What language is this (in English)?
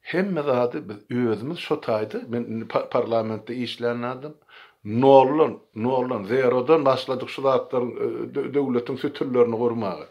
Turkmen